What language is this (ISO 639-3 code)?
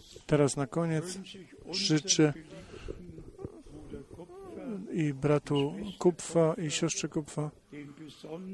pol